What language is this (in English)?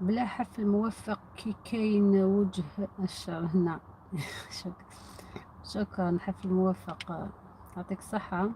Algerian Arabic